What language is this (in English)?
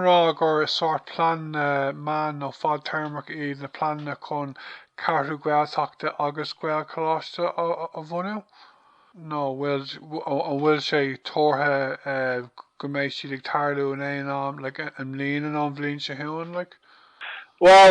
Irish